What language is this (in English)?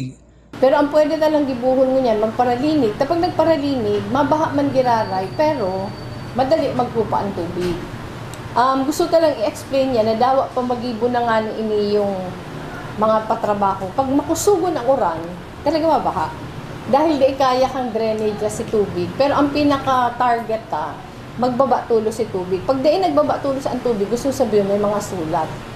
Bikol